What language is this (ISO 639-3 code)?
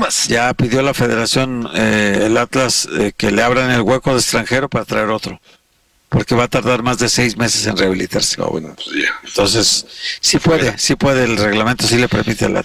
spa